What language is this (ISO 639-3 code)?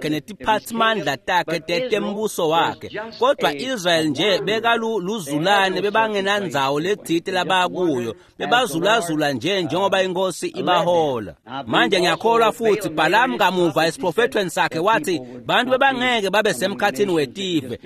ssw